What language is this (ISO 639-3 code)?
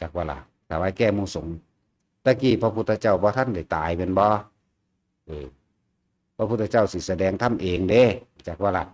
lao